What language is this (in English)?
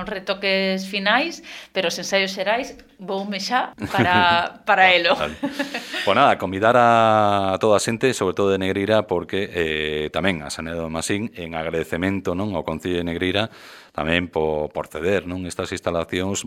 Galician